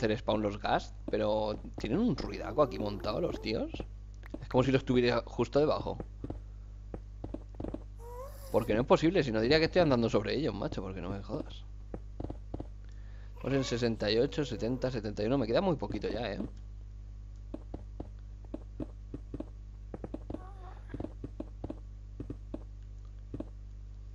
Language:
Spanish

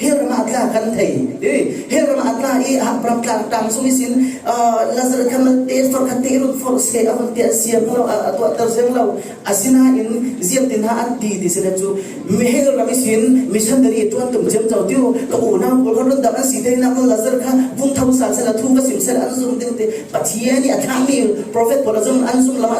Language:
Falam Chin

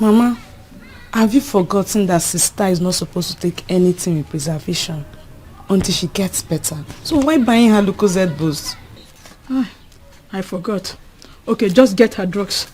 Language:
Nigerian Pidgin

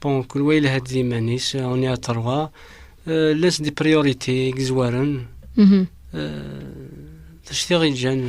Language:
Kabyle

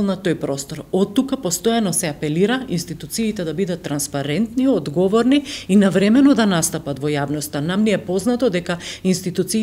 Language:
Macedonian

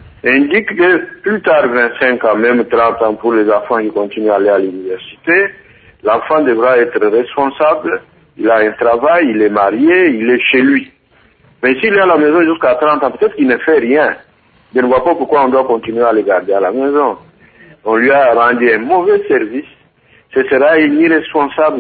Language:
French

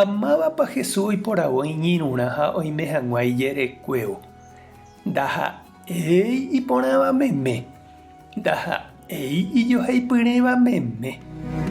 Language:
Guarani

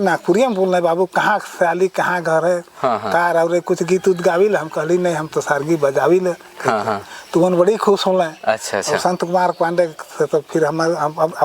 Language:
Sadri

